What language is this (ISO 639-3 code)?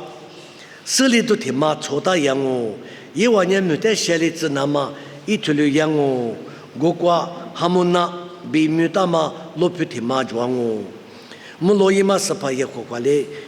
lis